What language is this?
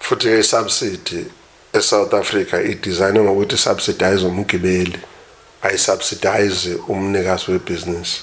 Zulu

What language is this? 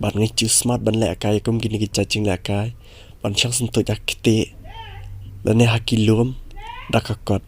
Khasi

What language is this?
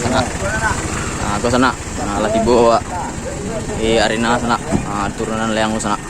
Minangkabau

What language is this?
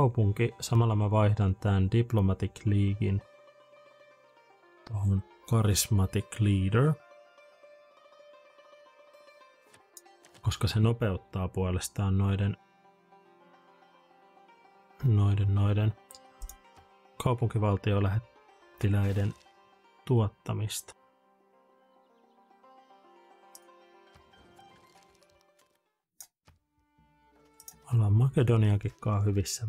Finnish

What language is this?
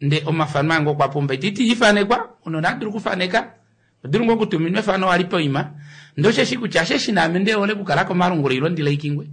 Kuanyama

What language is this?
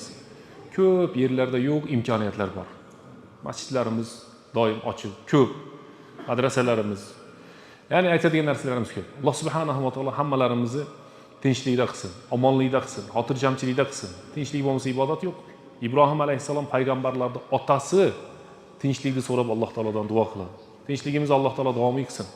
Uzbek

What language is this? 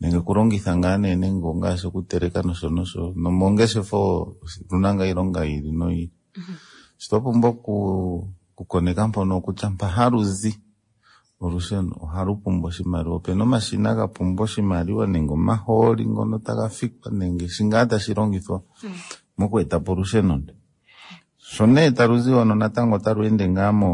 Kuanyama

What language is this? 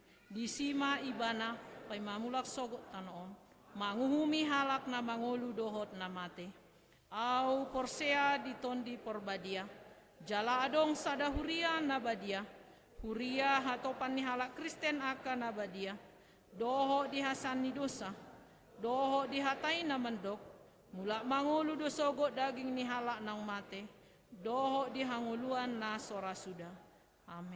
Batak Toba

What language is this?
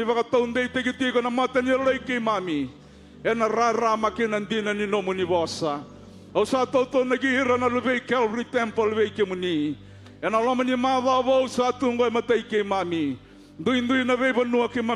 Fijian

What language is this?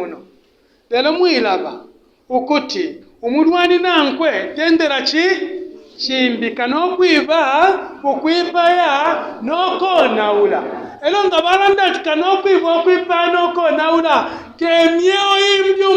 Bemba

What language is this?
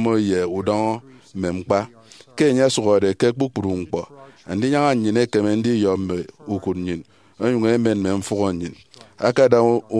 Efik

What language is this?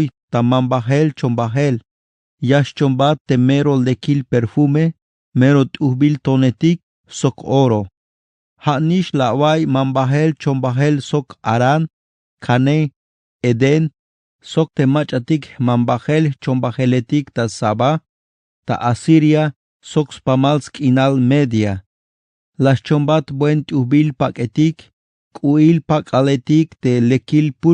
Tzeltal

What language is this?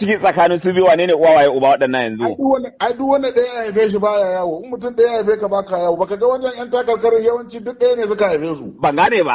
Hausa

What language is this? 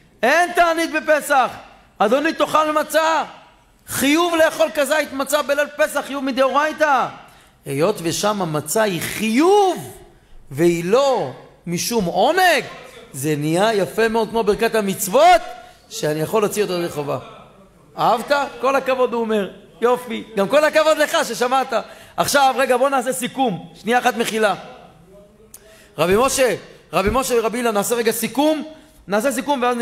Hebrew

